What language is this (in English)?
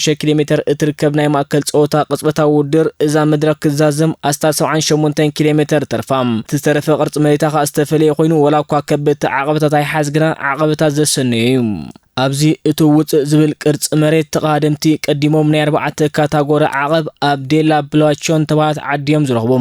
Tigrinya